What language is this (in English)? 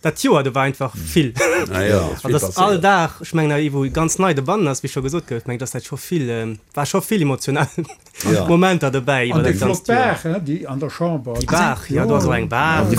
Luxembourgish